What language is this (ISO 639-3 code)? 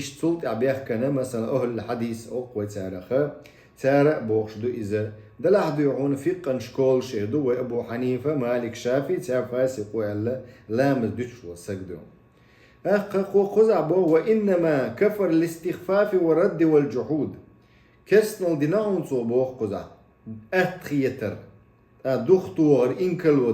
che